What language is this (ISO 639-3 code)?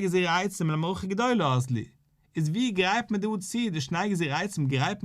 yid